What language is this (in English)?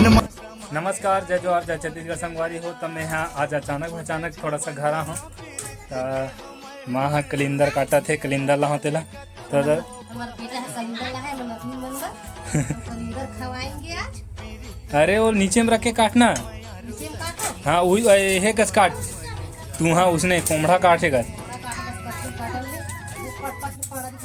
Chhattisgarhi